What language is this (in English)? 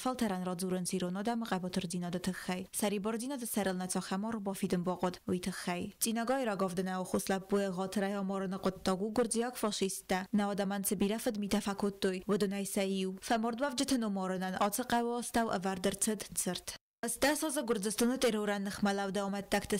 Ossetic